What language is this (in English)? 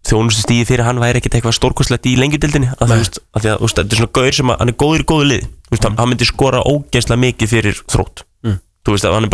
Icelandic